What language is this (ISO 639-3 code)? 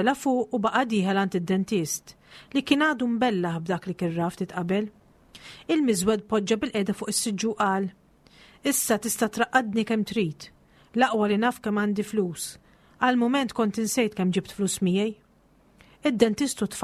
mlt